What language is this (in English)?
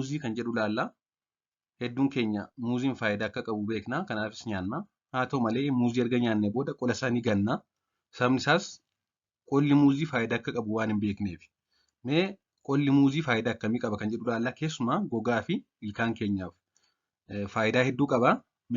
Oromo